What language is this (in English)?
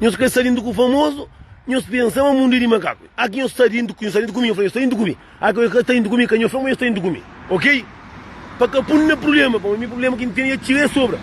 Kabuverdianu